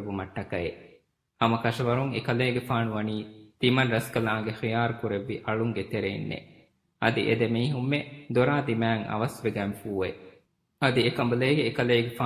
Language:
Divehi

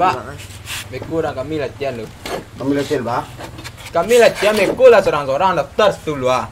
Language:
Minangkabau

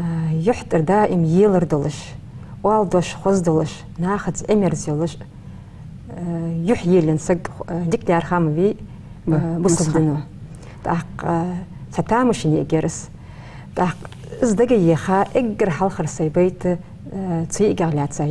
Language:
Ingush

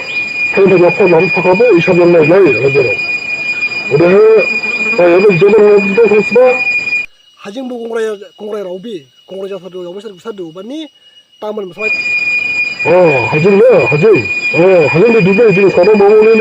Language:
Dimasa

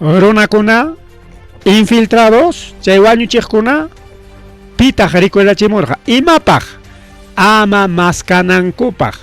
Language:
Ayacucho Quechua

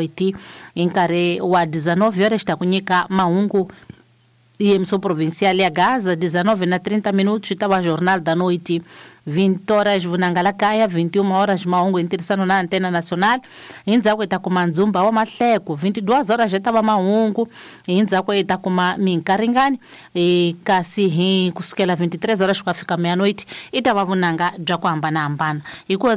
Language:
Tsonga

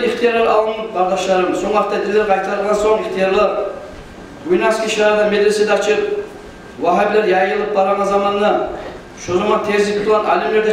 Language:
Kumyk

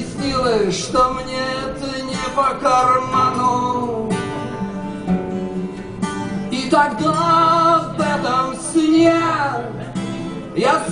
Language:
Russian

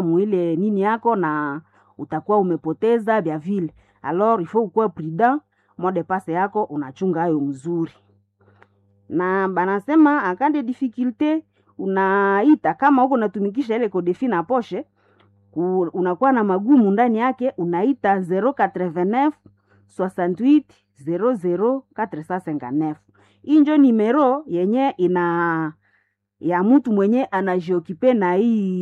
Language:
Swahili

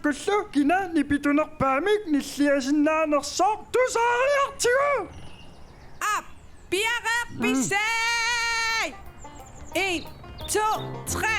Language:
Kalaallisut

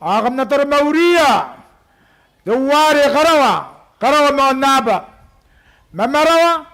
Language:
Gilbertese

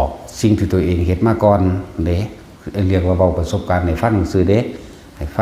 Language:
Northeastern Thai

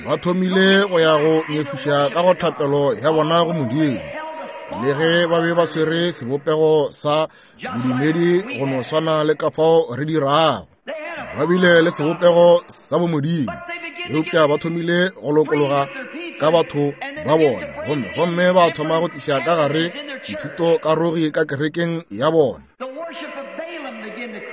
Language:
Northern Sotho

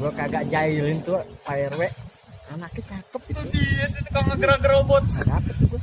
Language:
Betawi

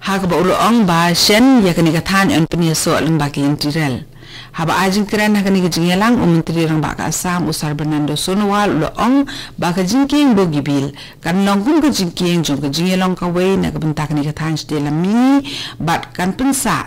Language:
Khasi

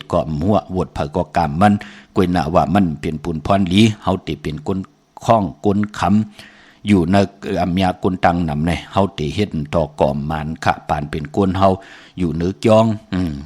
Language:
Shan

